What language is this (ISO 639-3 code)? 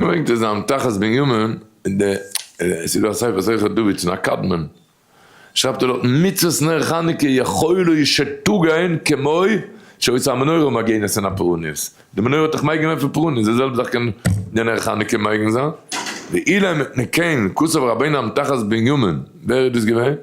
yid